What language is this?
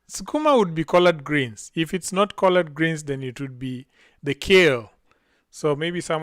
Luo (Kenya and Tanzania)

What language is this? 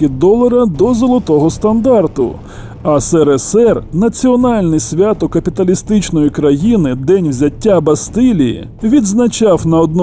Ukrainian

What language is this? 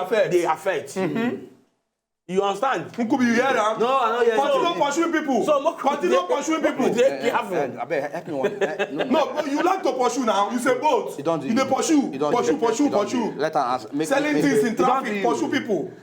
Nigerian Pidgin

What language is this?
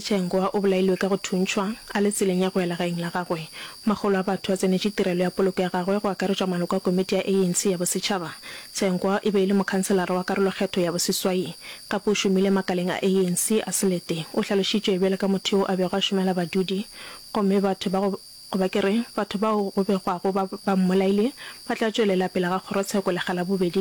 Northern Sotho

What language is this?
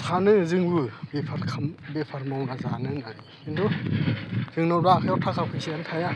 Bodo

